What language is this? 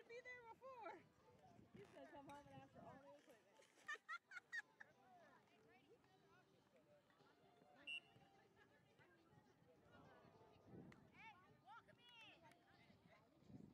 English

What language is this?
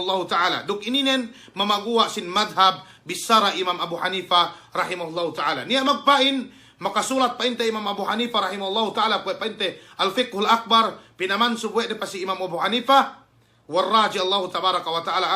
Yakan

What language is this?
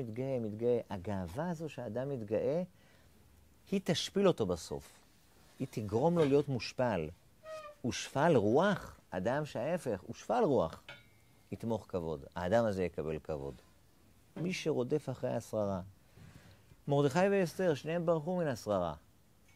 Hebrew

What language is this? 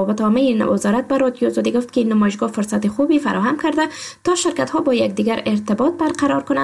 Persian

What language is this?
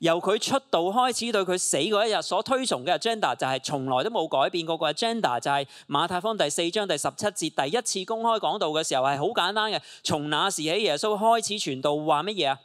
Cantonese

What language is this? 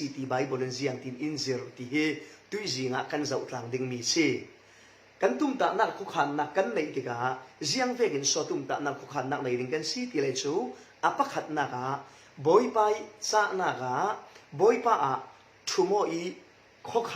Falam Chin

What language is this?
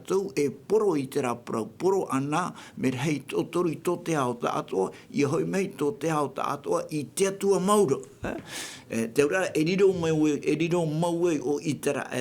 Tahitian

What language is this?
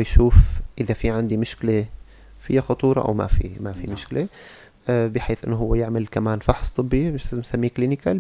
North Levantine Arabic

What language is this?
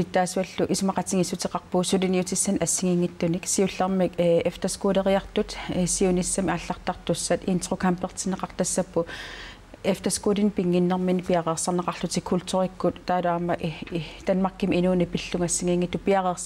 Kalaallisut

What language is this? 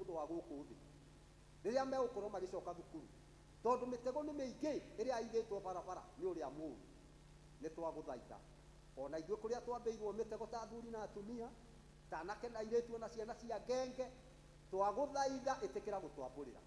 Kikuyu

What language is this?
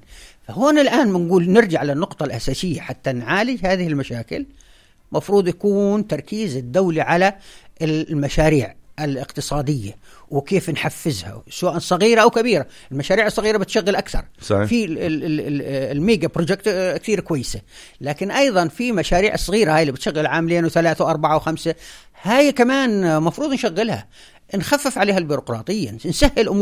North Levantine Arabic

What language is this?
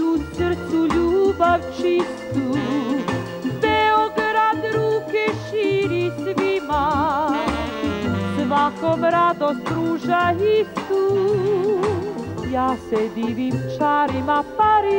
Serbian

